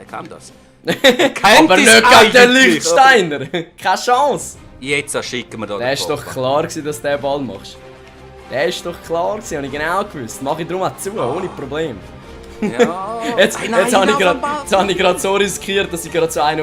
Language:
Swiss German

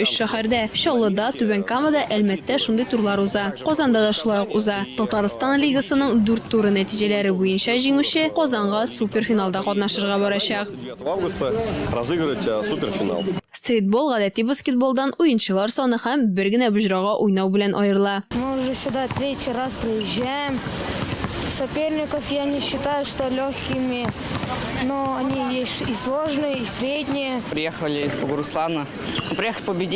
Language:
Tatar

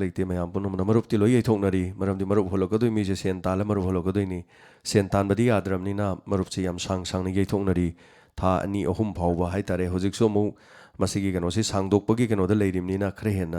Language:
Manipuri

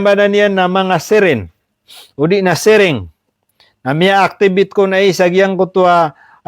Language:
Maranao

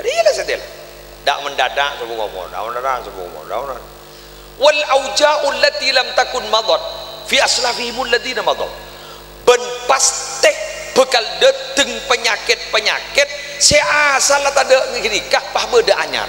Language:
Madurese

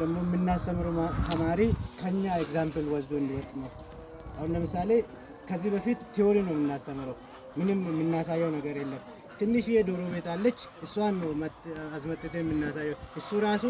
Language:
Amharic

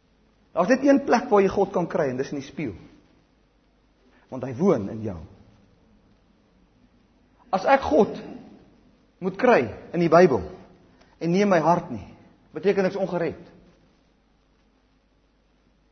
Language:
Afrikaans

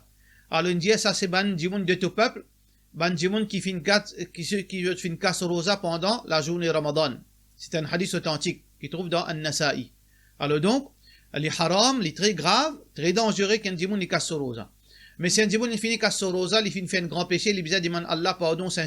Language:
Morisyen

